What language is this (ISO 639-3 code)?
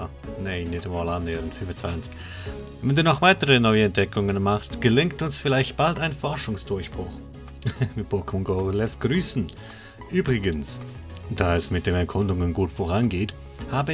gsw